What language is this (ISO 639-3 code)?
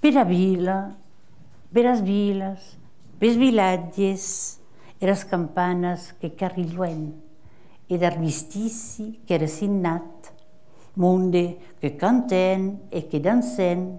oci